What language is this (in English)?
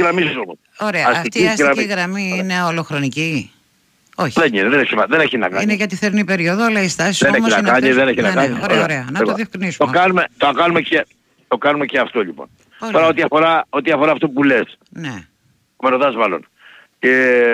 Greek